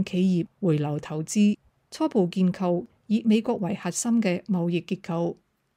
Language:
Cantonese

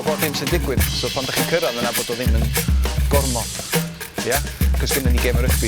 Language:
Welsh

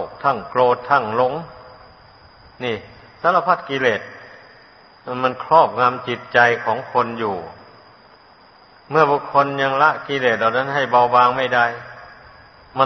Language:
Thai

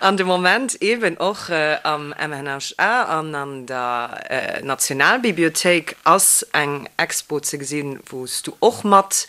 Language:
Luxembourgish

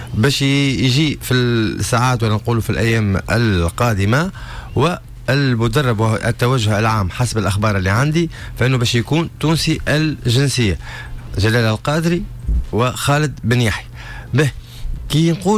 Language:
Tunisian Arabic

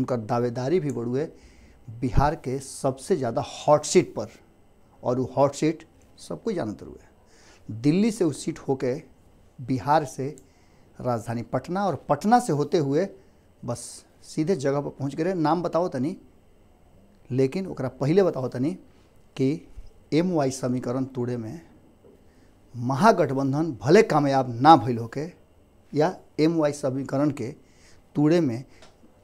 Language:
Bhojpuri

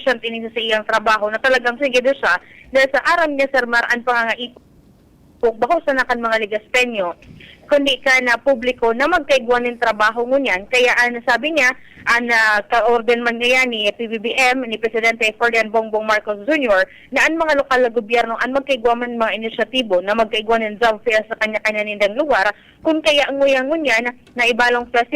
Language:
Bikol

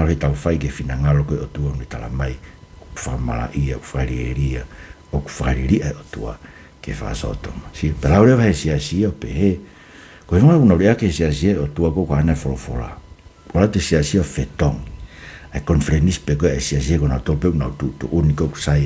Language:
Tongan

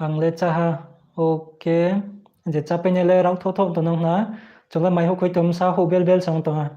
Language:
Riang (India)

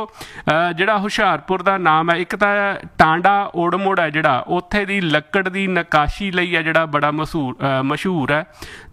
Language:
Punjabi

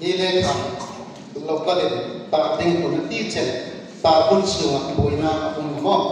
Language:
Hmar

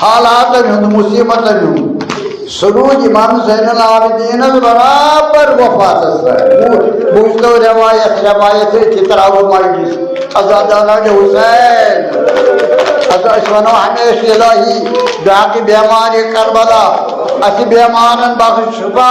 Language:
Kashmiri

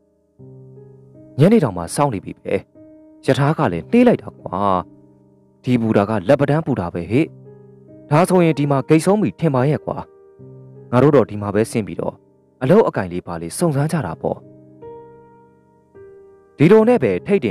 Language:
Burmese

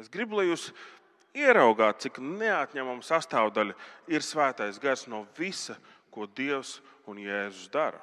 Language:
Latvian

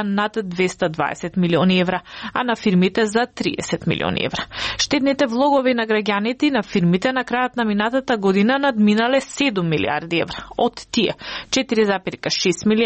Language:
Macedonian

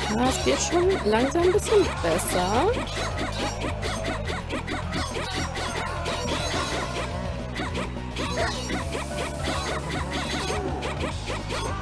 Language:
German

